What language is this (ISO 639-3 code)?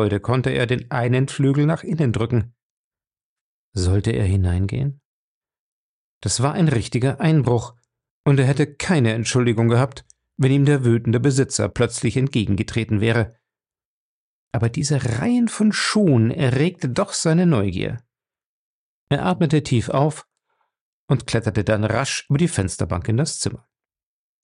deu